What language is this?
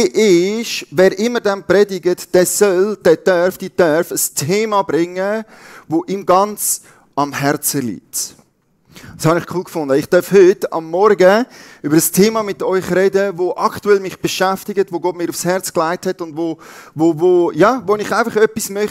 Swiss German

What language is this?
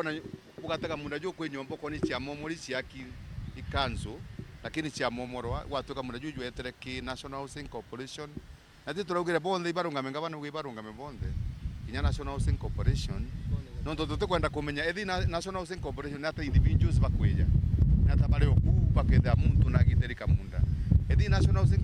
Meru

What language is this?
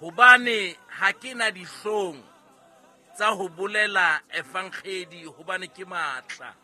Southern Sotho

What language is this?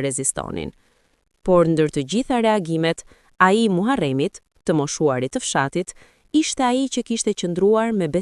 Albanian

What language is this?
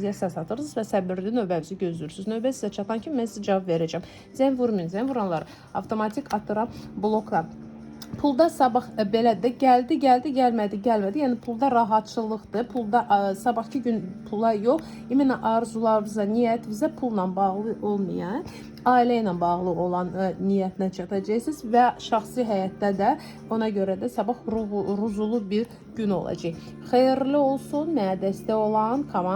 Azerbaijani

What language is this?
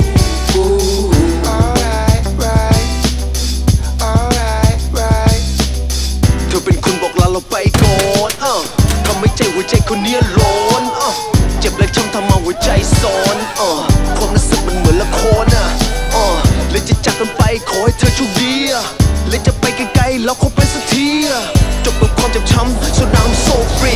Thai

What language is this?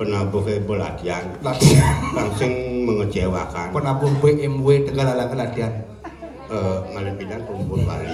Balinese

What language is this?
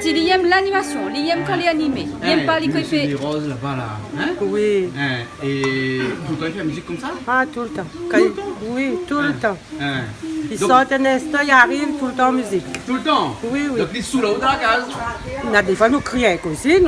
Réunion Creole French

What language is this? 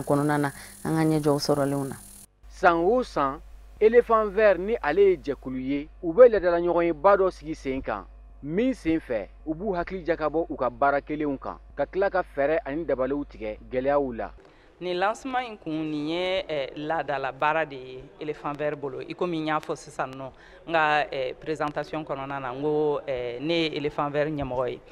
Bambara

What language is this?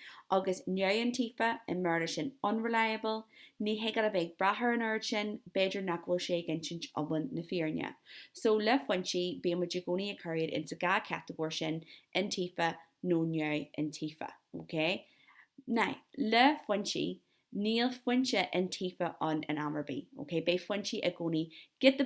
Irish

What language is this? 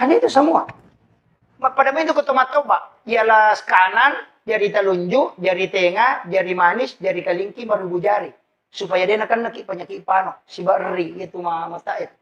Buginese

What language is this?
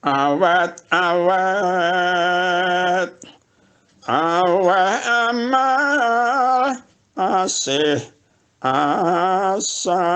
Javanese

